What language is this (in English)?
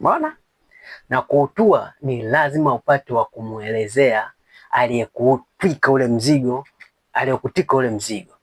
Swahili